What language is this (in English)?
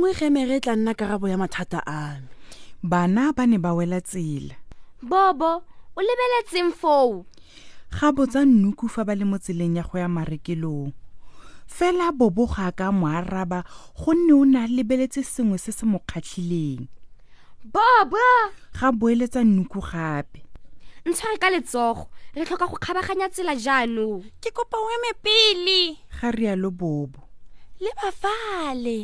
Tswana